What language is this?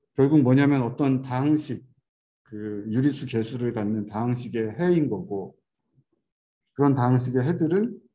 Korean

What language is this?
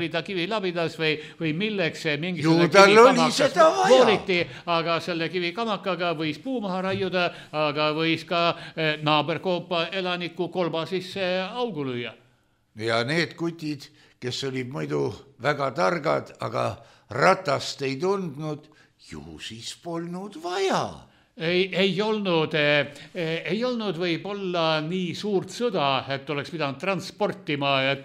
Estonian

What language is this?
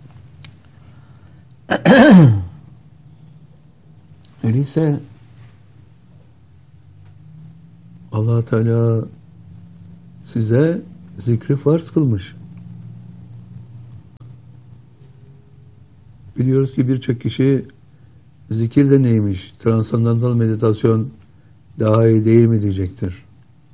Turkish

